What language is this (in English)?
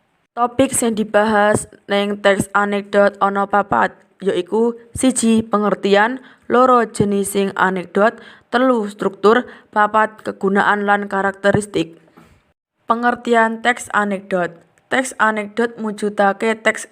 Javanese